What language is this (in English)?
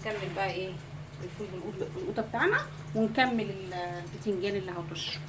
Egyptian Arabic